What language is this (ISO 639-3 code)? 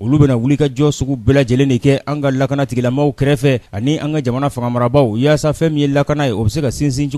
bam